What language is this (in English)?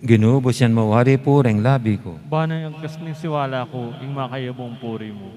Pampanga